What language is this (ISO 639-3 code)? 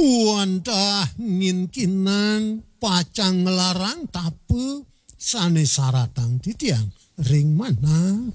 ban